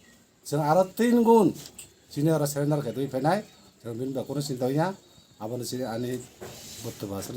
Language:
Kok Borok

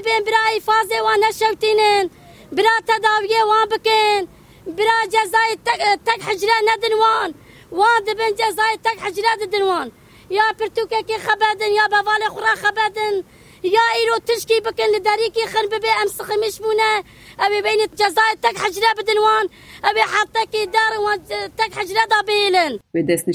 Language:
Kurdish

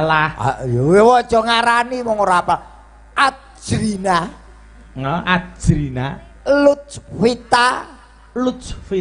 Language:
Javanese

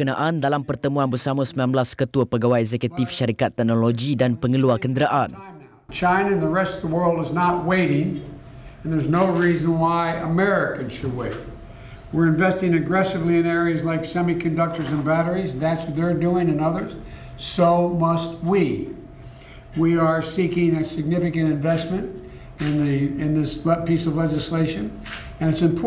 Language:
Malay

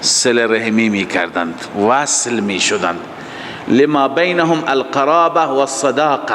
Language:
Persian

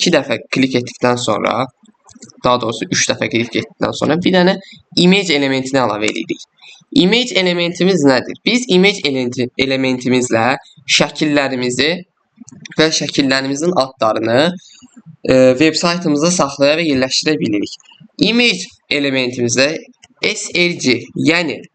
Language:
Azerbaijani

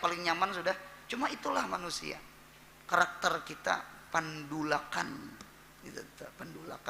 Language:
Banjar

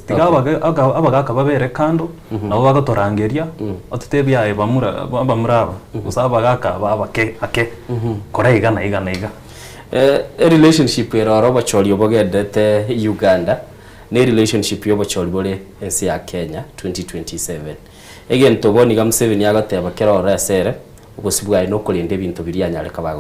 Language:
Gusii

